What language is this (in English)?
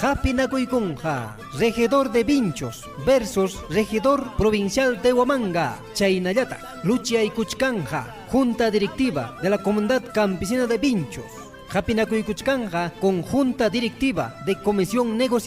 Ayacucho Quechua